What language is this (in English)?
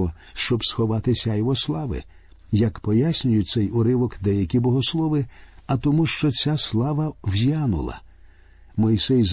Ukrainian